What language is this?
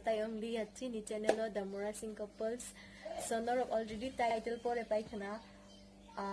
Kok Borok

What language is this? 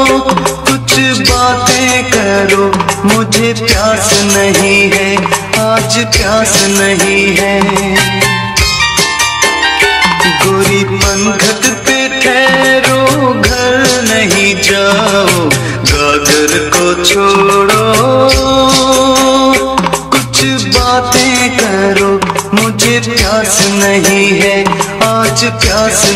Hindi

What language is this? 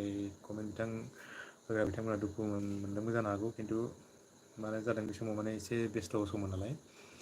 Bodo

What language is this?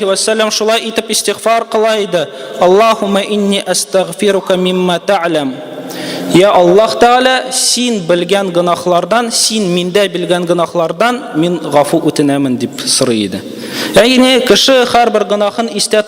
Tatar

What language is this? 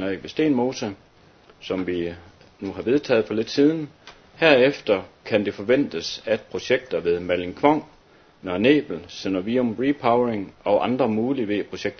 Danish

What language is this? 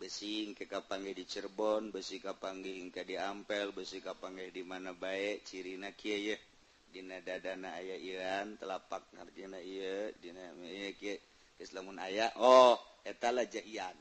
Sundanese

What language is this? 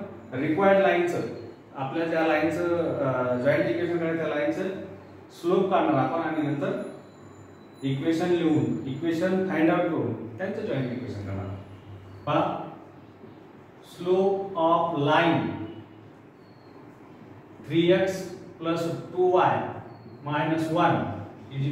Marathi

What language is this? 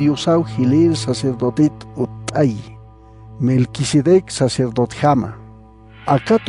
Aymara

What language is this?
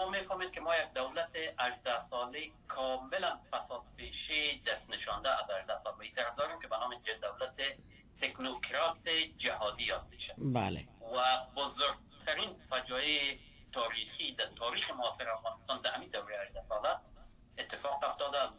Persian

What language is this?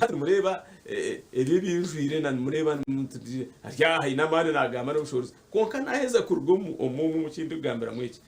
Nyankole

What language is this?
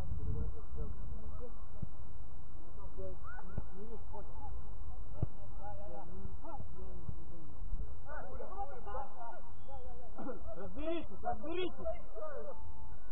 Russian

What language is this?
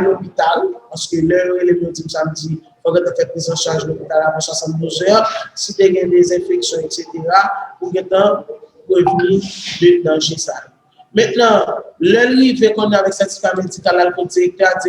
Haitian Creole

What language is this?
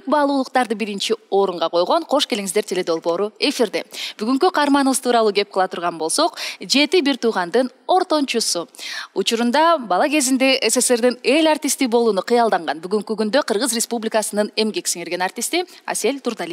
Kyrgyz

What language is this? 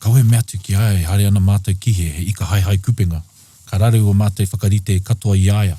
Māori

